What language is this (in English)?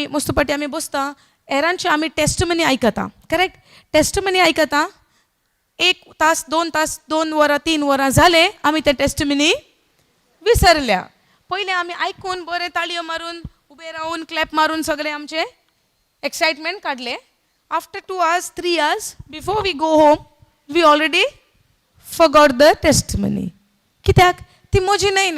Konkani